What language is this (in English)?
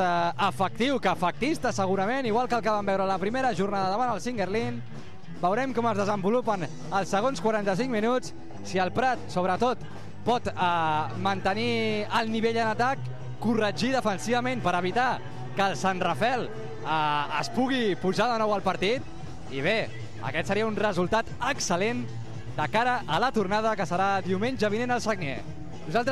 Catalan